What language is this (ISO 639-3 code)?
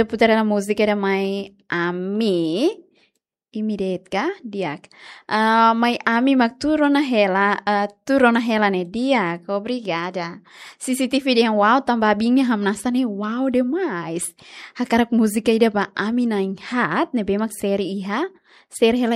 tet